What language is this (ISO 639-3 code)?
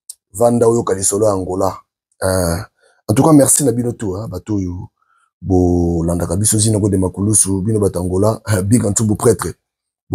lin